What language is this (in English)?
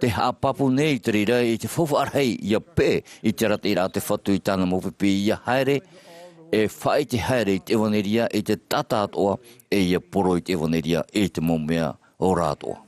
Tahitian